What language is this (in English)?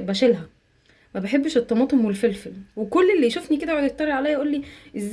Egyptian Arabic